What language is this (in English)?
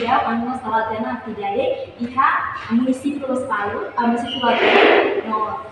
Tetum